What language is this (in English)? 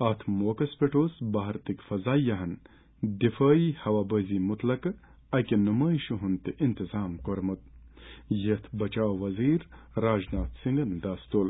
Kashmiri